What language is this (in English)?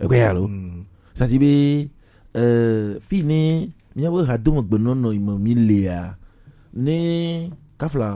Gen